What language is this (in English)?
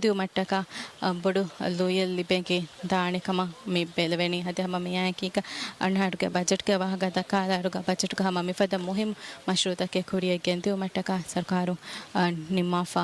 Divehi